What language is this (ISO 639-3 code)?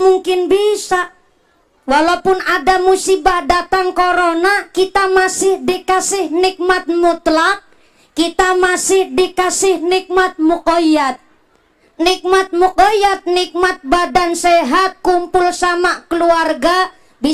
ind